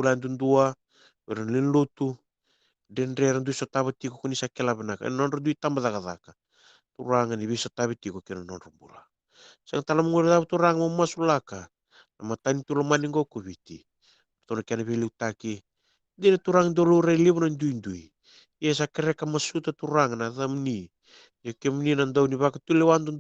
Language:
Fijian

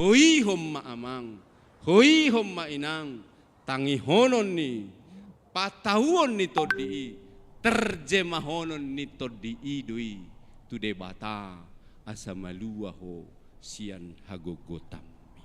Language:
Batak Toba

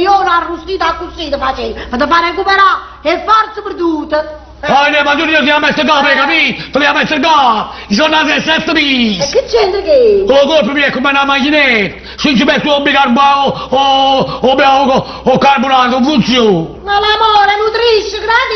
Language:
Neapolitan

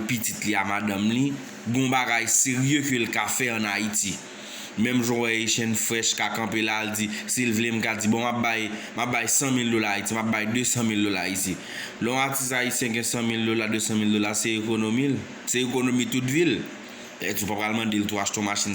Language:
Haitian Creole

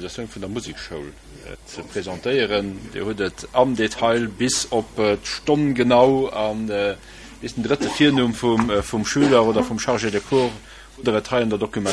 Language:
Luxembourgish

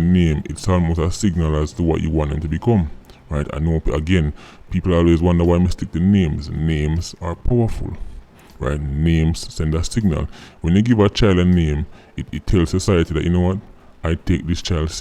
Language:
Jamaican Creole English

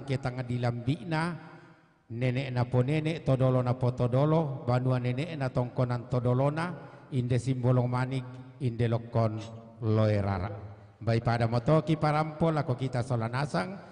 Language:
Toraja-Sa'dan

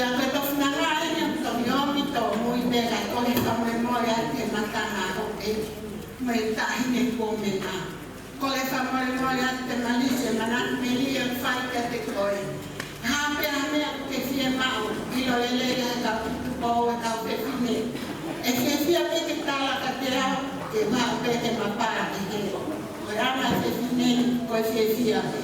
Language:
Tongan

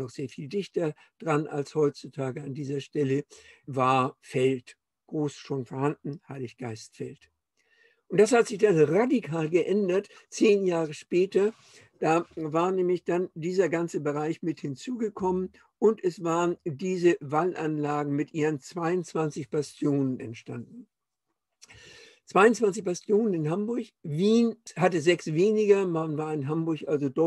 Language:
German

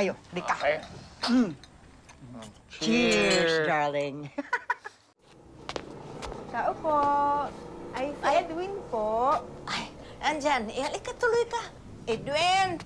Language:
Filipino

